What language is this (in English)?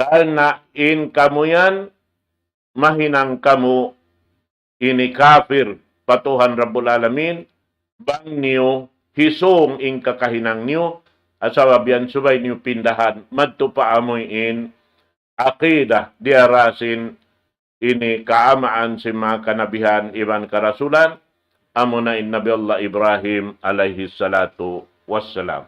Tausug